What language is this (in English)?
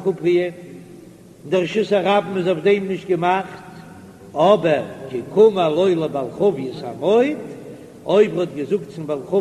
Yiddish